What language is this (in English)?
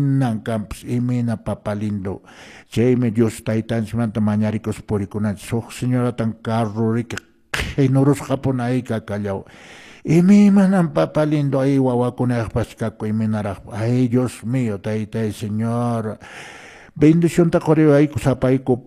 Quechua